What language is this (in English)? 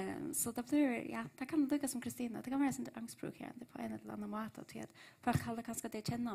Faroese